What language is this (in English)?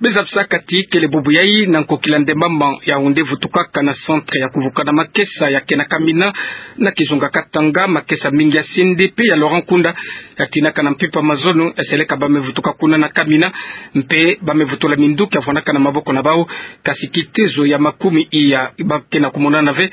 Kituba (Democratic Republic of Congo)